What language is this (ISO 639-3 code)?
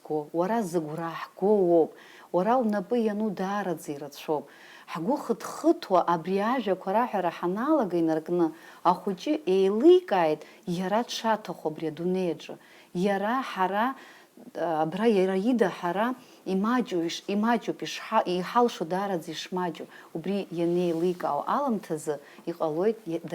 abk